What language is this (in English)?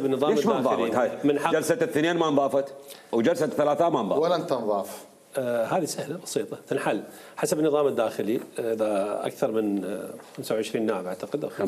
Mesopotamian Arabic